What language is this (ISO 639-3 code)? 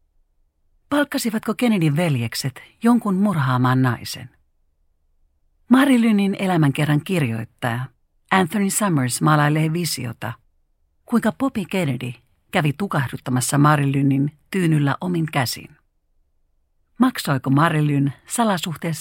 fin